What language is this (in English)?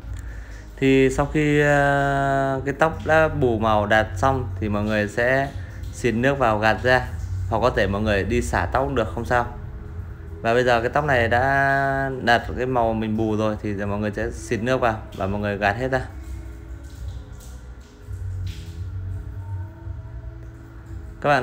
Vietnamese